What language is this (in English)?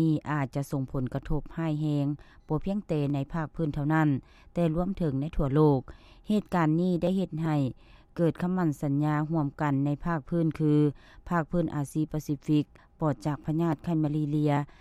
Lao